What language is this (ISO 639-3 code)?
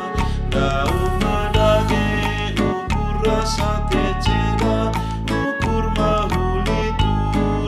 btx